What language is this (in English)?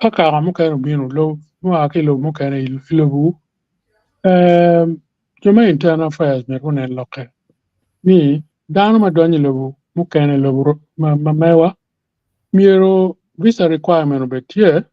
Acoli